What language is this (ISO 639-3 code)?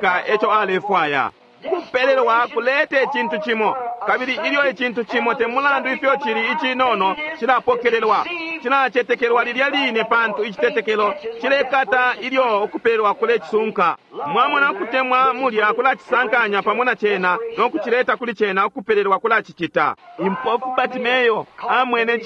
bem